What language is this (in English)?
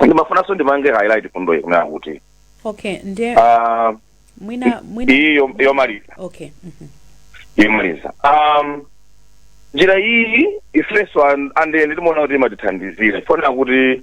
Nyanja